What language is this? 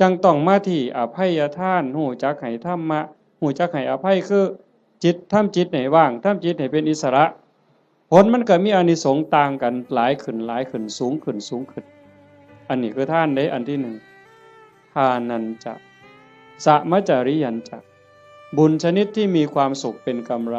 Northeastern Thai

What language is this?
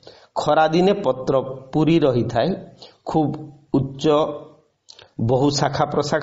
Odia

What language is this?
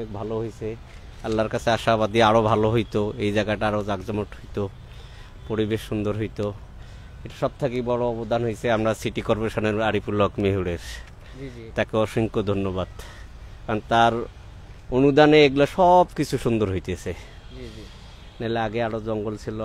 Sylheti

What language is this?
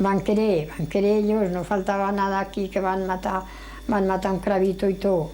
Aragonese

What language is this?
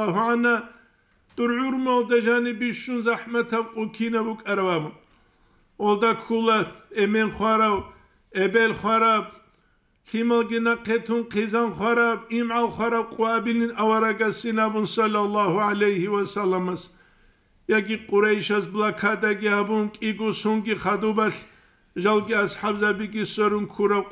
Avaric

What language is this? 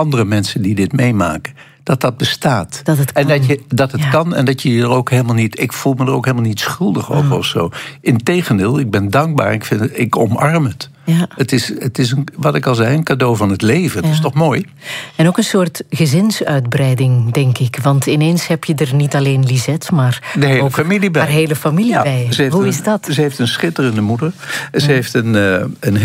Dutch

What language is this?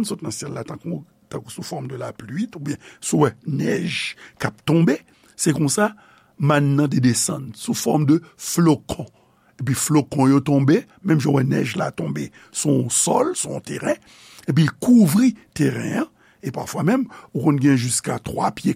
Haitian Creole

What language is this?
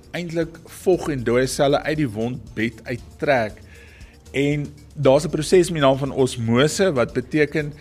Afrikaans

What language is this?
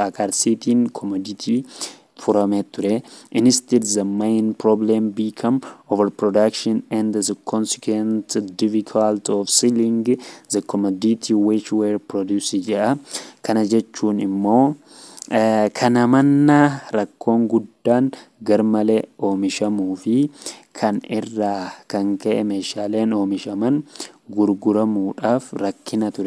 Oromo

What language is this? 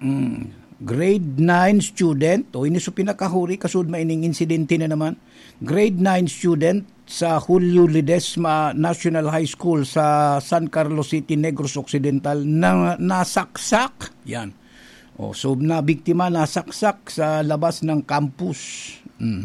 Bikol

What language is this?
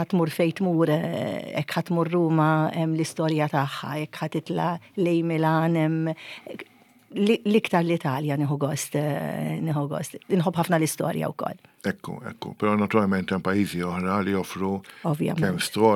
Maltese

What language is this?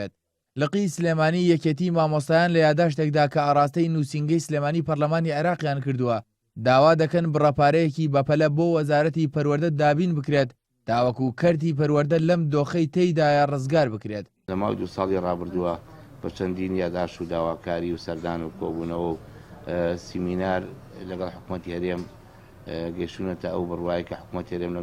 Central Kurdish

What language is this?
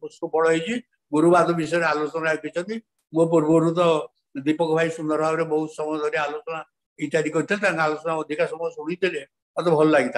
Odia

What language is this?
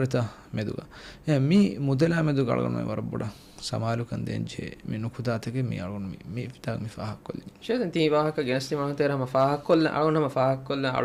Divehi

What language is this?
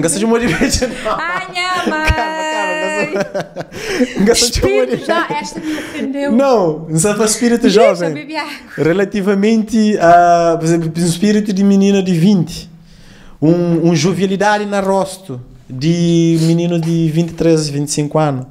Kabuverdianu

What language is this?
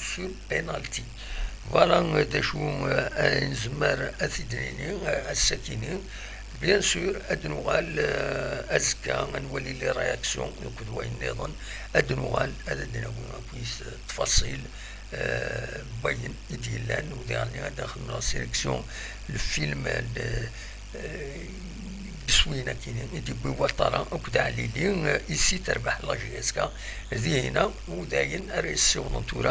Kabyle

